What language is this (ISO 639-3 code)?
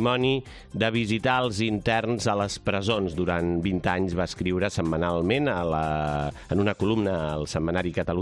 cat